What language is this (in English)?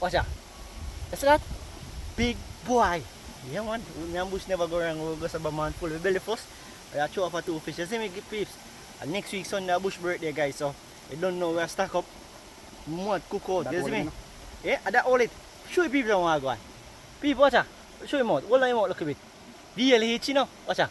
Jamaican Creole English